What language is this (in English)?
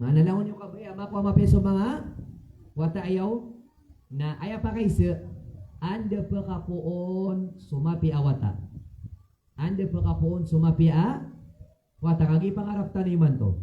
Maranao